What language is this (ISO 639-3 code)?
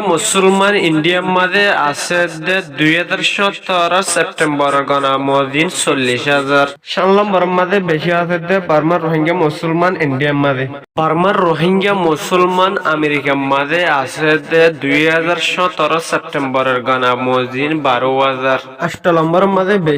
rhg